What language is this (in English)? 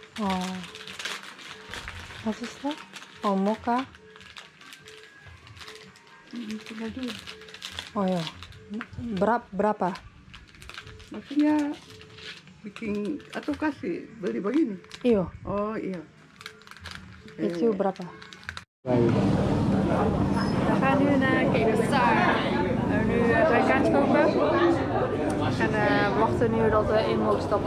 Dutch